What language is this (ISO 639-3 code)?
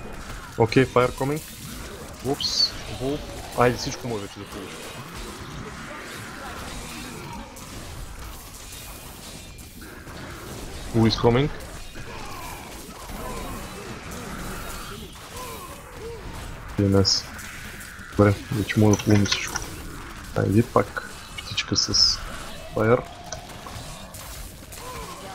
bul